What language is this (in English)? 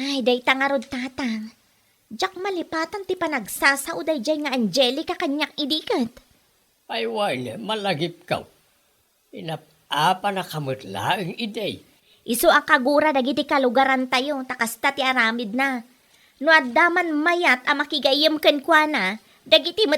Iloko